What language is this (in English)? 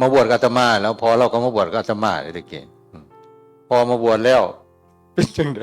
Northeastern Thai